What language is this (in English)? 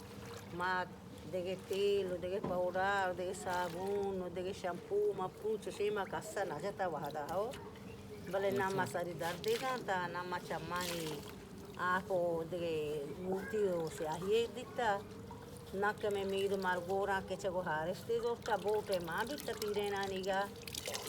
Baluchi